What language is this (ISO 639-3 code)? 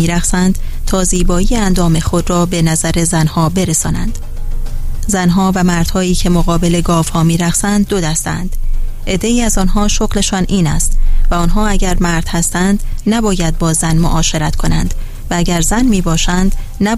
fas